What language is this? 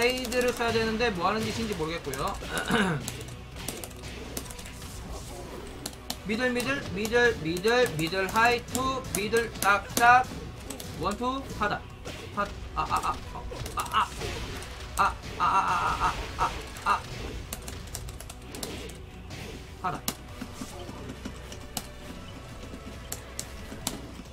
Korean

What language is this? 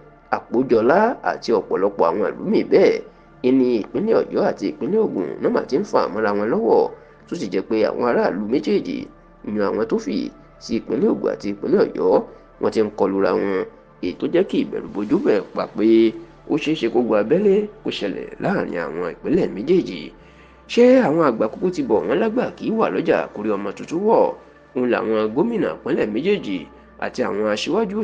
Yoruba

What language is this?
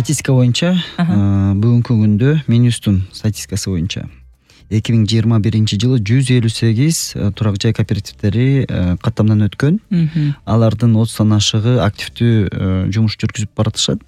Kyrgyz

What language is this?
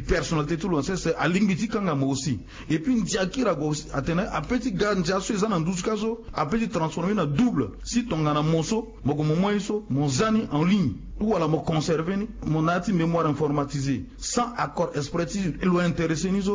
Sango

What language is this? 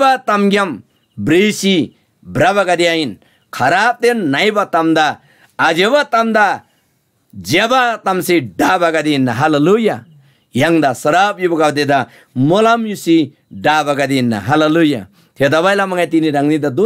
Eastern Tamang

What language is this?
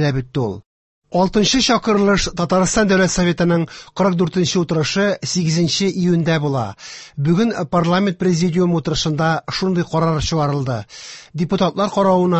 Tatar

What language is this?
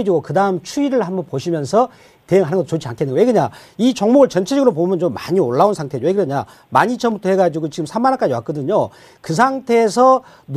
Korean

